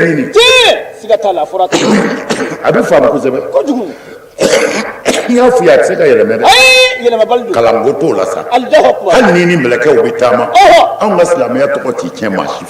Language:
Bambara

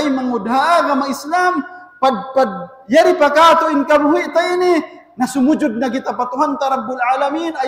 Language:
Tausug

